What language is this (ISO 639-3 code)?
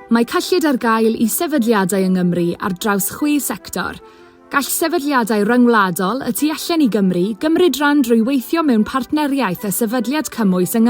cym